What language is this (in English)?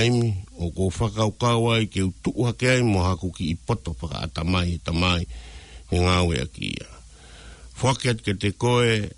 Tongan